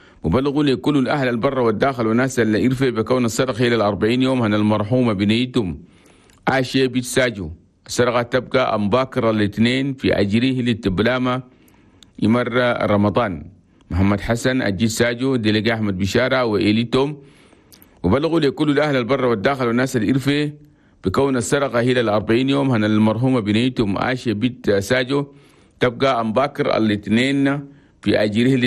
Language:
Chadian Arabic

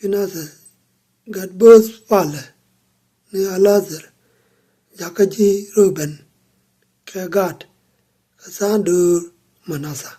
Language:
Nuer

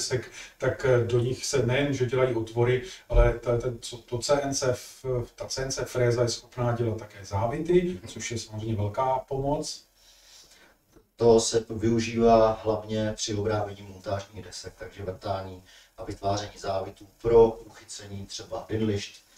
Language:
Czech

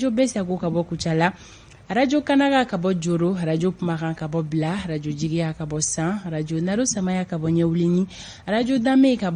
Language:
Bambara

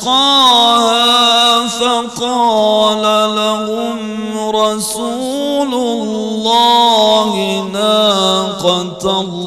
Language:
Kurdish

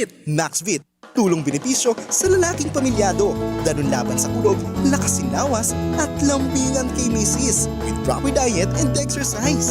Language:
Bikol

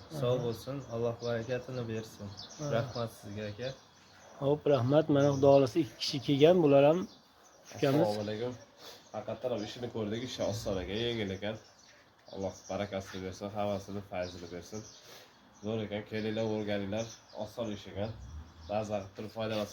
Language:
Uzbek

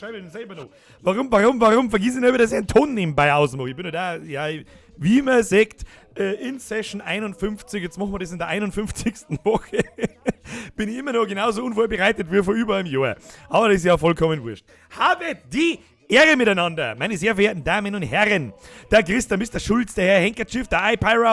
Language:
Bavarian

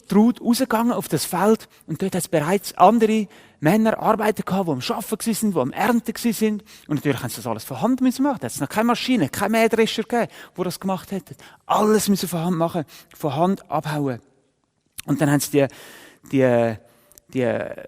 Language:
Swiss German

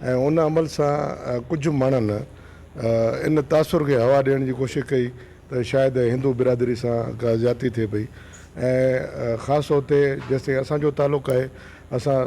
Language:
Sindhi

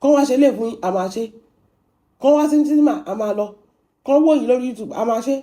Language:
Yoruba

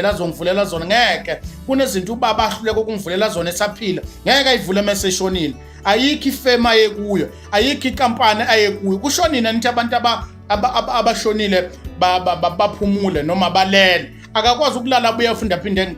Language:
Zulu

